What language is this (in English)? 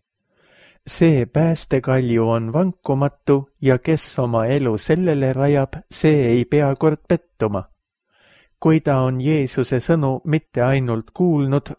Estonian